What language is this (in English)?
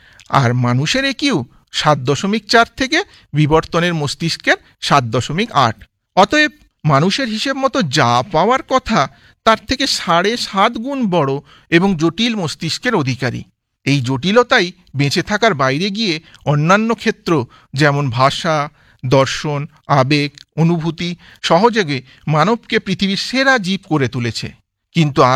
Bangla